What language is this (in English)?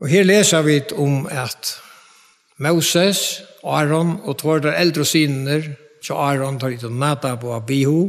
Faroese